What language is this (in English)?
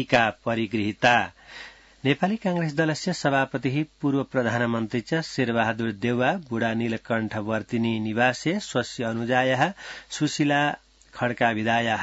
Sanskrit